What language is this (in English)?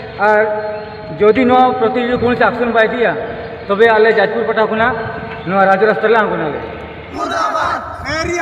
Santali